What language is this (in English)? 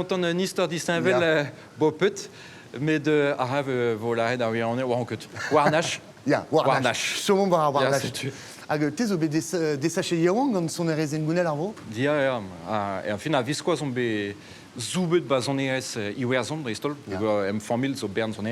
Breton